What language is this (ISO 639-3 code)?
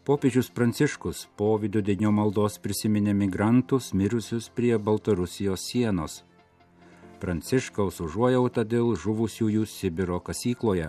lit